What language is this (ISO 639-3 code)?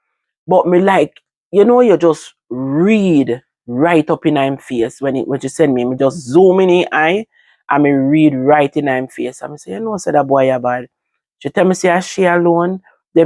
jam